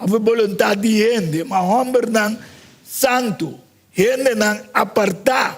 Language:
Papiamento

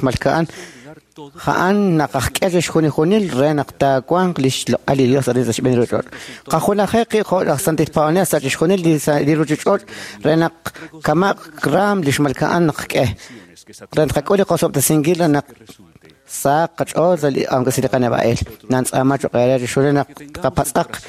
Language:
Kekchí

